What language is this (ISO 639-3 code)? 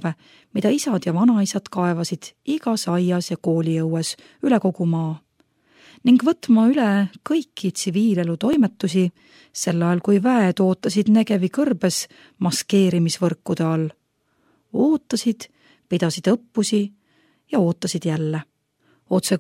est